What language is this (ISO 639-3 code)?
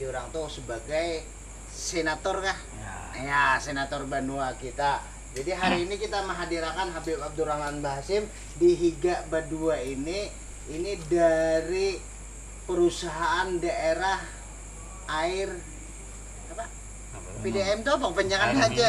bjn